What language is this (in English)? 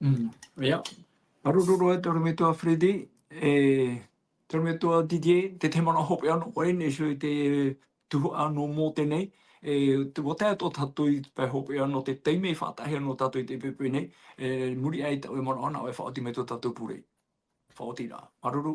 Tahitian